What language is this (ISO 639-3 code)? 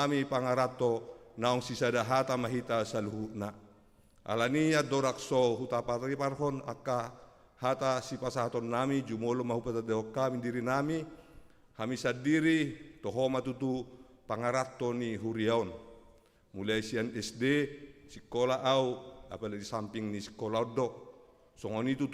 bbc